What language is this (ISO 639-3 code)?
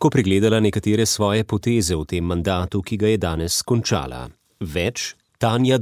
slv